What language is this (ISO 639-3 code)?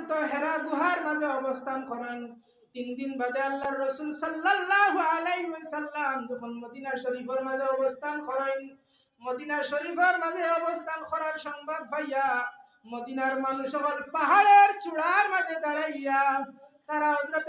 syl